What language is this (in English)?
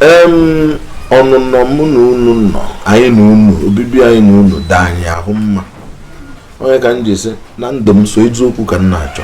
Igbo